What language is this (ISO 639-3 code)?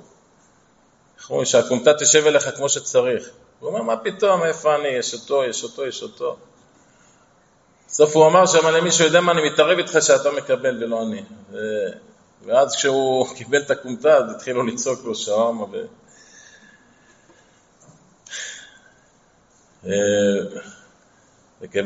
heb